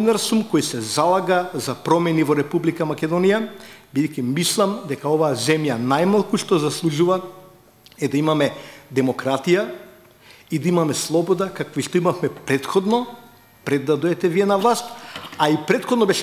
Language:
Macedonian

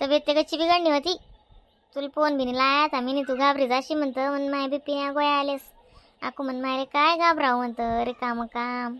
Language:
Khandesi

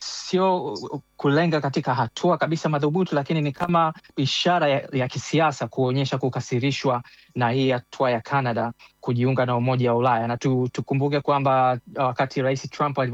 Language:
Swahili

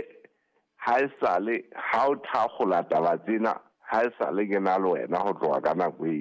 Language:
Southern Sotho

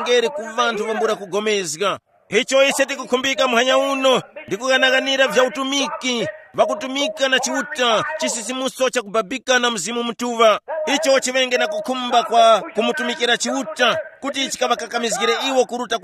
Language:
Tumbuka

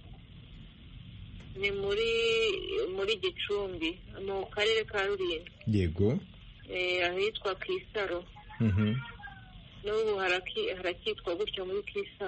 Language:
Kinyarwanda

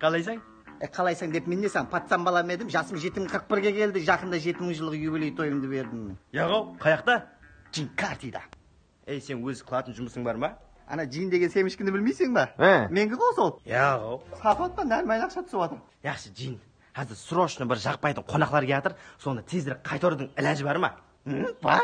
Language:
Kara-Kalpak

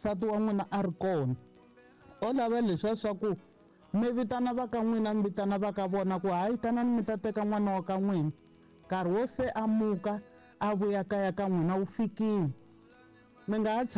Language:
Tsonga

